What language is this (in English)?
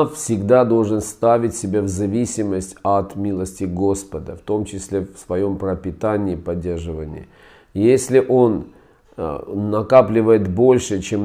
Russian